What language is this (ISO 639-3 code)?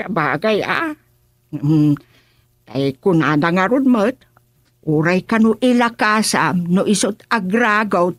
ilo